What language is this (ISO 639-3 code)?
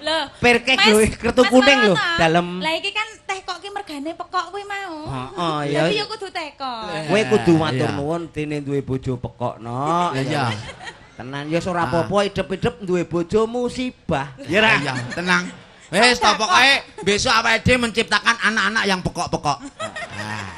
jav